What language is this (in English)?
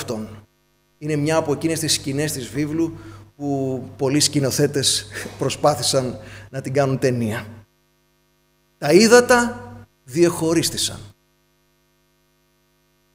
Greek